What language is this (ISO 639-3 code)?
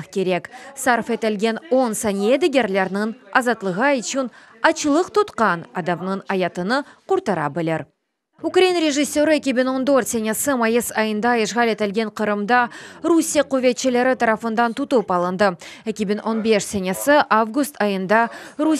crh